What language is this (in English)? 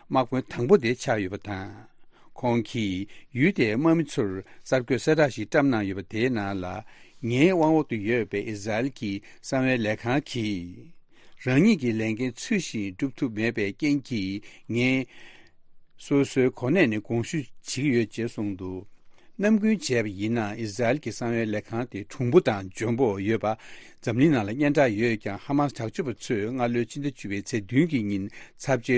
Tibetan